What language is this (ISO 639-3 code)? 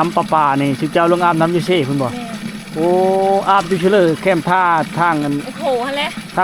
lao